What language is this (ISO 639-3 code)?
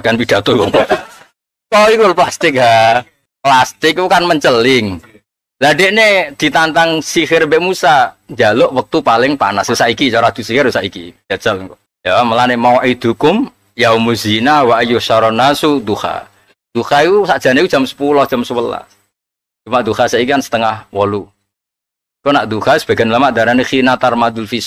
jav